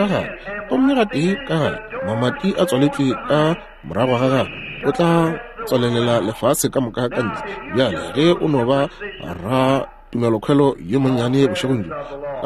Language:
Northern Sotho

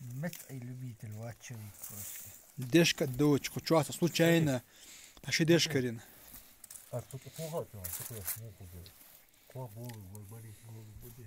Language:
Chechen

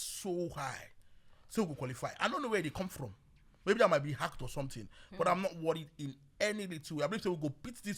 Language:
Nigerian Pidgin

